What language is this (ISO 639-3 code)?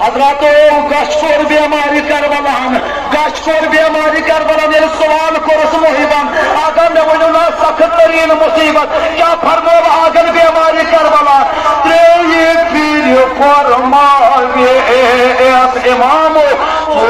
kas